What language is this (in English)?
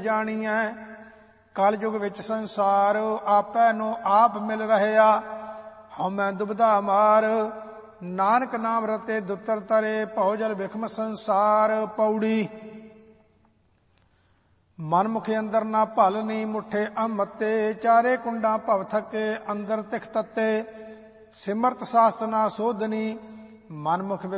Punjabi